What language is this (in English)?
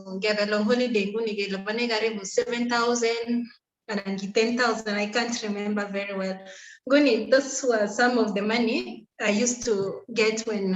Kalenjin